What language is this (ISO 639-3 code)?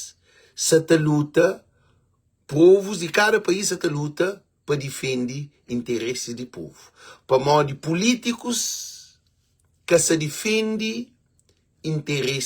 kea